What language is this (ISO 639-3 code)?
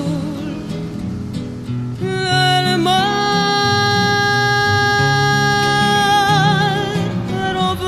spa